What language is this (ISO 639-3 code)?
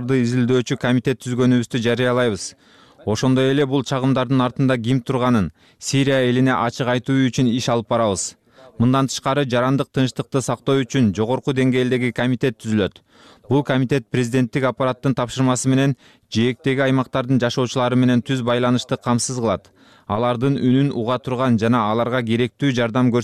kir